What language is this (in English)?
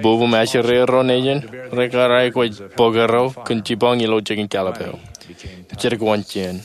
Marshallese